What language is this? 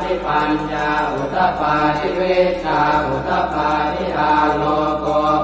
Pali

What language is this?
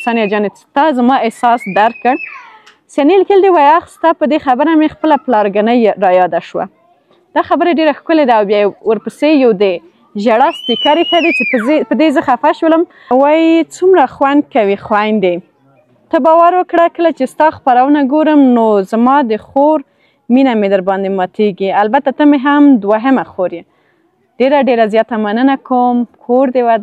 Pashto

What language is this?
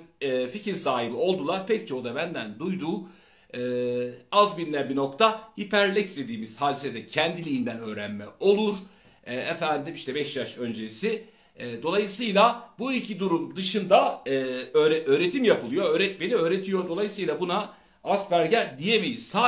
Turkish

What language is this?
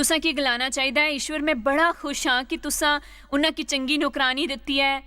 Dogri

